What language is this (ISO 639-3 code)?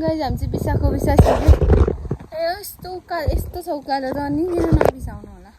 nep